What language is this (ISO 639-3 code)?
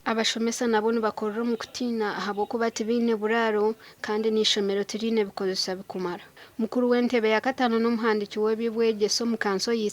nyn